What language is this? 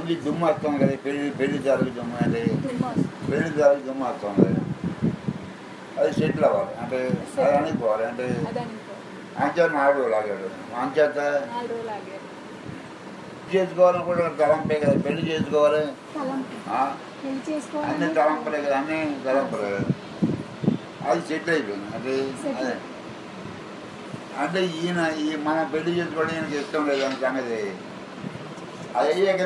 Telugu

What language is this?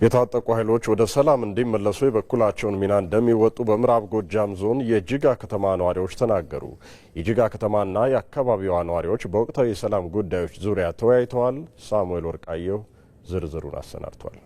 Amharic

